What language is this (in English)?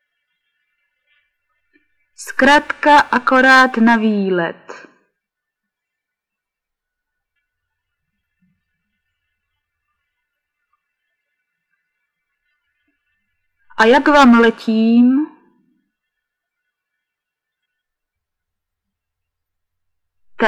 Czech